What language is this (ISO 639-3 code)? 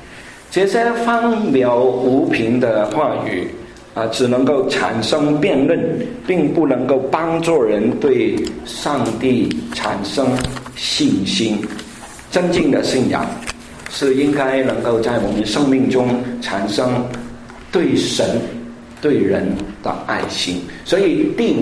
zho